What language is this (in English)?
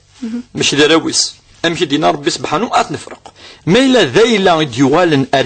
Kabyle